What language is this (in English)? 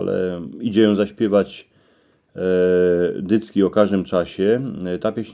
Silesian